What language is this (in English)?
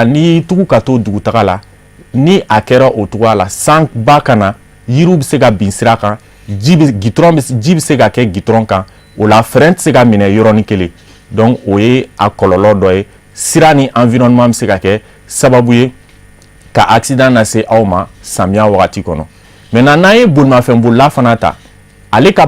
Bambara